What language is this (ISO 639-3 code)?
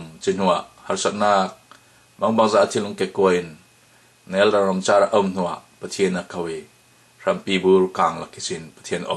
cfm